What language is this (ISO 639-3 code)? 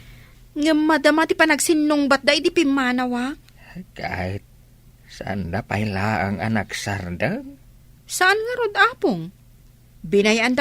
ilo